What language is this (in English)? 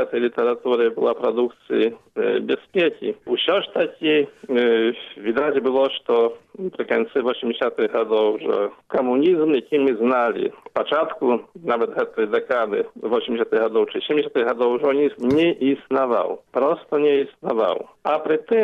Belarusian